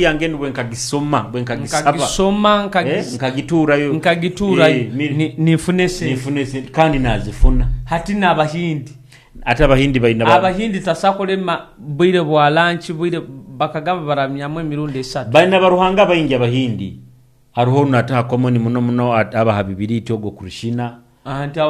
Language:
Nyoro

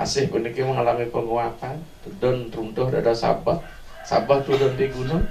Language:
Balinese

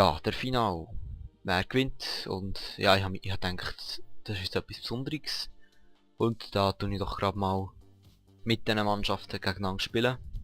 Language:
Swiss German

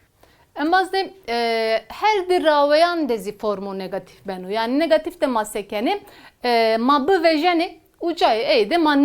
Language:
Zaza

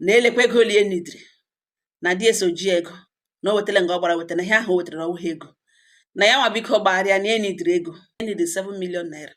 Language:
Igbo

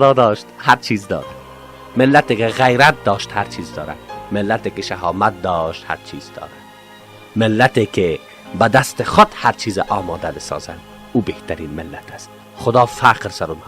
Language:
Persian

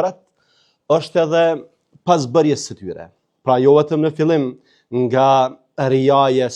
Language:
Albanian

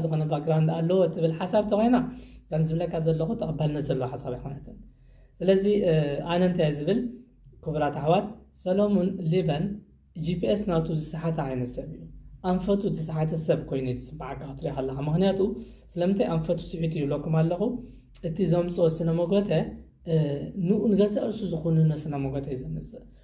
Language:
Tigrinya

